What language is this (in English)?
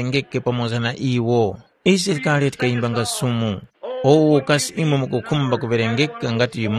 Tumbuka